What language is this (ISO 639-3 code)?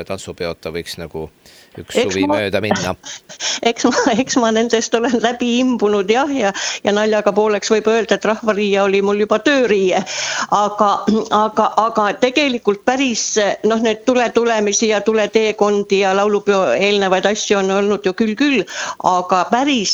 est